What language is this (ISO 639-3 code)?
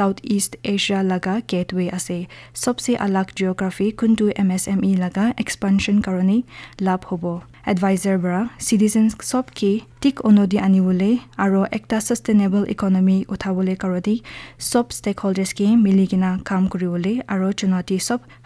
nag